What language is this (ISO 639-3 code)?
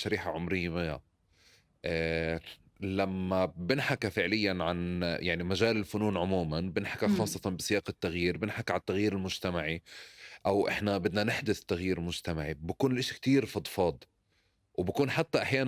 apc